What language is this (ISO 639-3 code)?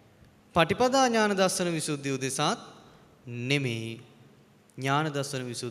sin